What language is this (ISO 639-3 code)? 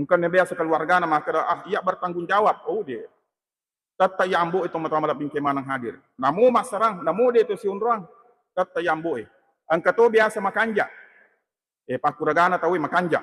bug